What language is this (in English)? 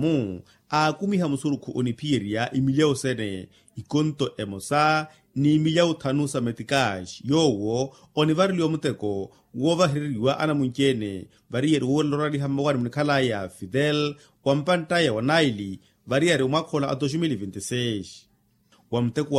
Makhuwa